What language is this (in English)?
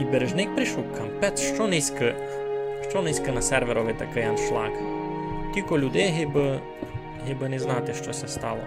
Rusyn